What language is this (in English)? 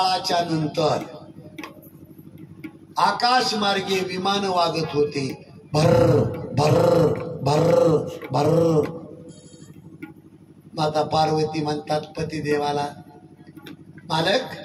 Marathi